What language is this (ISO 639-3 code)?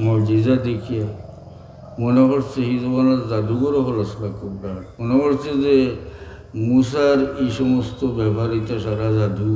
syl